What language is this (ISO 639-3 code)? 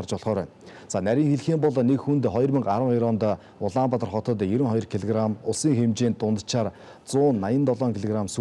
mon